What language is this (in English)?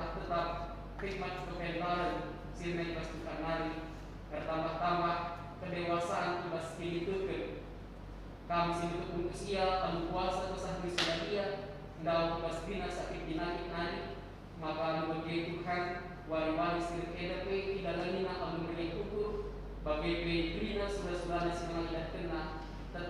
Batak Karo